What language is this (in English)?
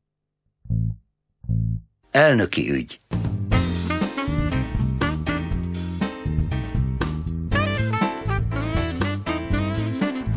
Hungarian